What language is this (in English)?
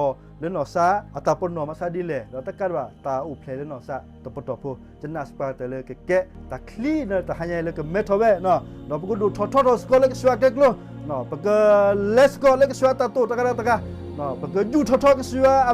S'gaw Karen